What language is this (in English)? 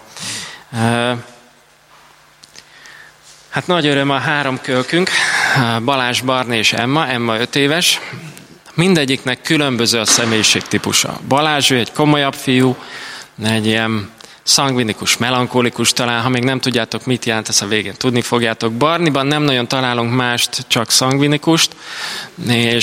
Hungarian